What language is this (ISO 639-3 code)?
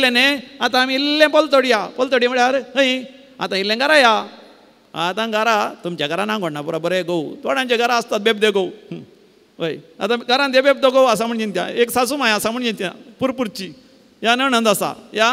kok